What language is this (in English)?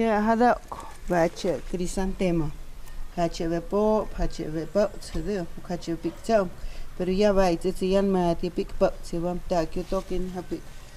Totontepec Mixe